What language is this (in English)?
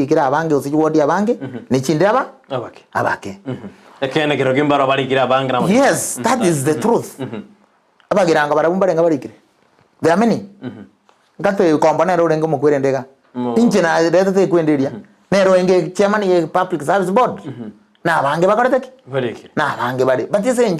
Gusii